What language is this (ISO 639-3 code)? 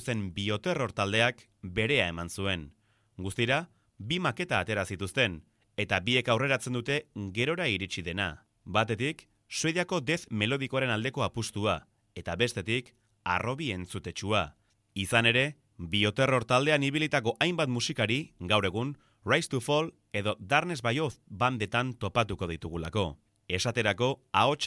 eus